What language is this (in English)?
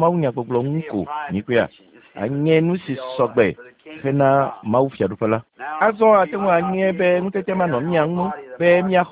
Ewe